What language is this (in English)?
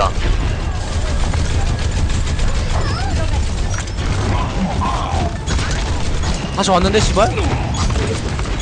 Korean